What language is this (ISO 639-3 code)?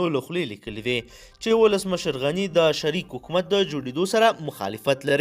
pus